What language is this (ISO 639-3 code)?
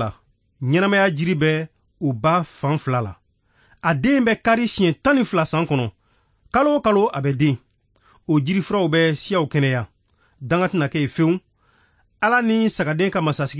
bam